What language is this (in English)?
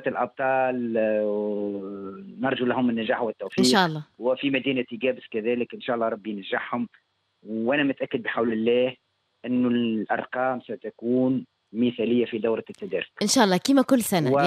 Tunisian Arabic